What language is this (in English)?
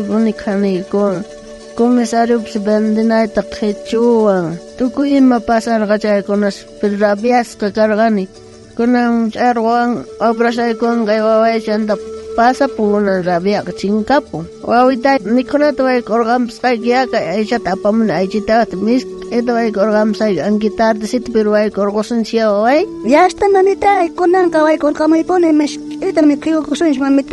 South Bolivian Quechua